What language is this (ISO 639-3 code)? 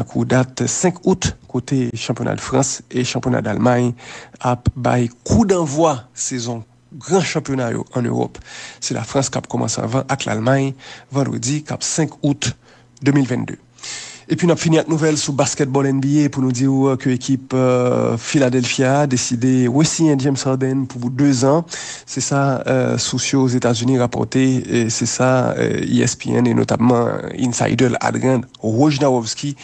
hat